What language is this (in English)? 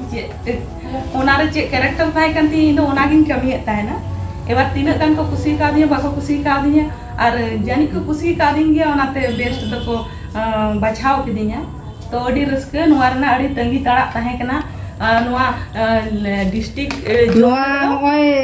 Santali